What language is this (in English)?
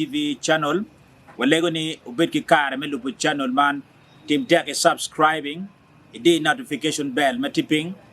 Acoli